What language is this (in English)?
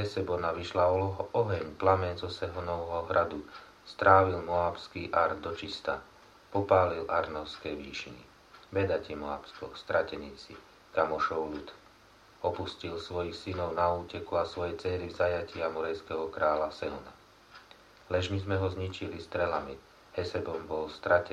Slovak